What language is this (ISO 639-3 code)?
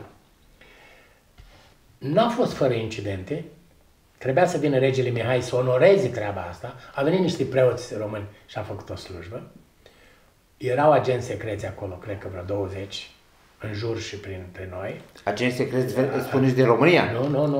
ron